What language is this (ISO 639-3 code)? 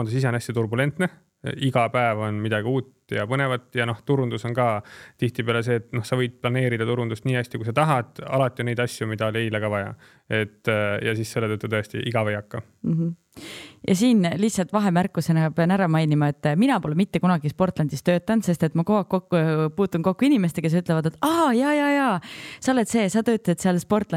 est